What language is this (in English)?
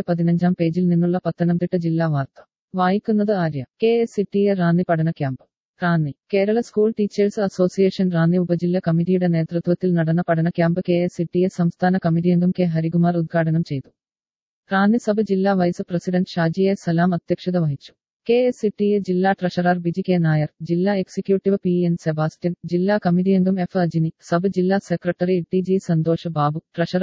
Malayalam